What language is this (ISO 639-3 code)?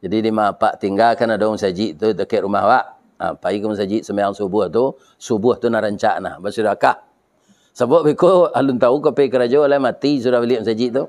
min